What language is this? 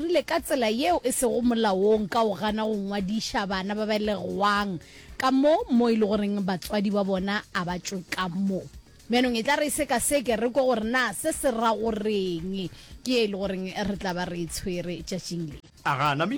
Northern Sotho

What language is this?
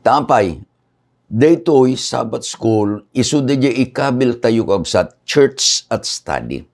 Iloko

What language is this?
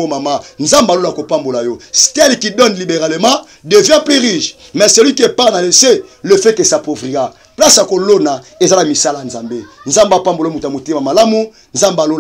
Lingala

